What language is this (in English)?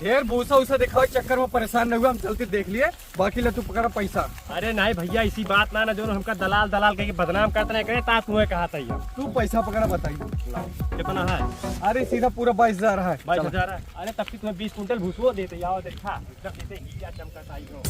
Awadhi